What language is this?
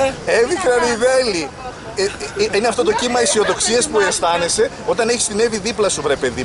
Greek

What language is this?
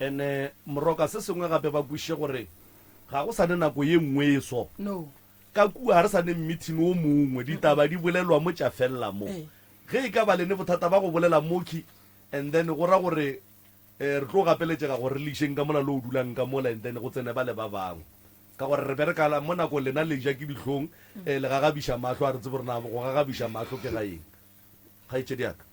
Northern Sotho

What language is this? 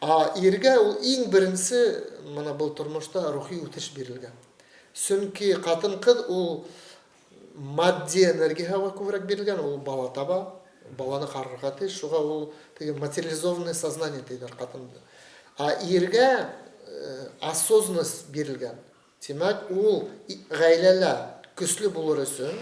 Bashkir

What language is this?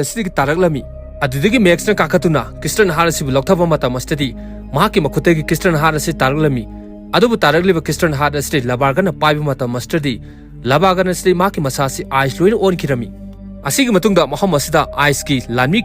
Manipuri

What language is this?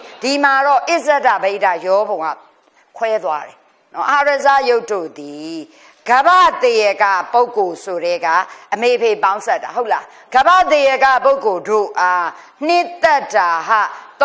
Burmese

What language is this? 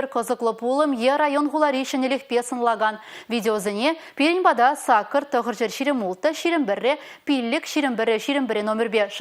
Chuvash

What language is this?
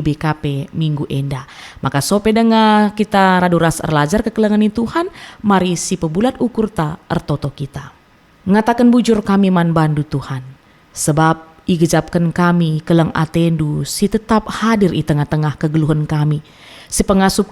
Batak Karo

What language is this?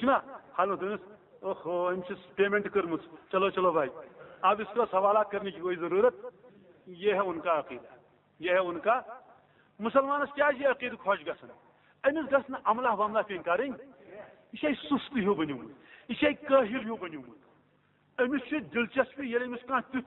Kashmiri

